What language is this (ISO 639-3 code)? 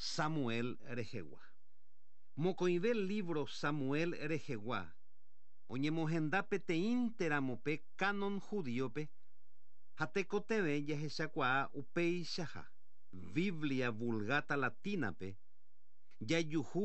grn